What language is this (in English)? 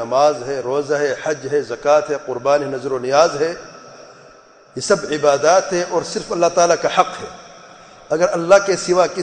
Urdu